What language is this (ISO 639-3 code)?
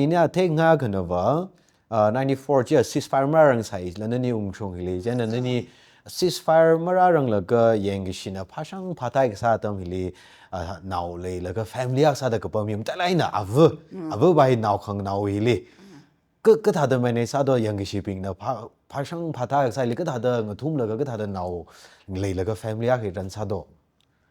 nmf